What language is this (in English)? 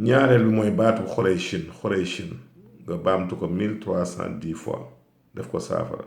Wolof